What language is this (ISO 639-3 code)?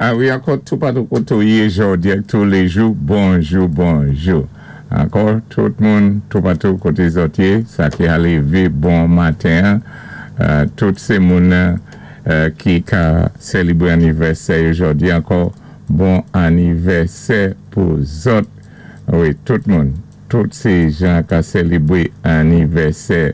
acf